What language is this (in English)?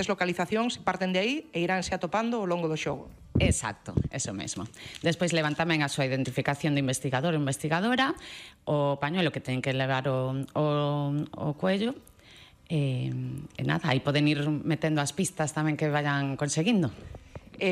Galician